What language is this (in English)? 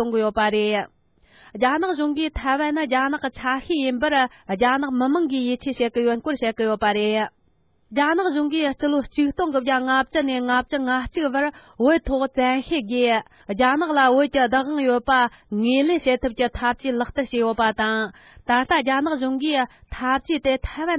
Tibetan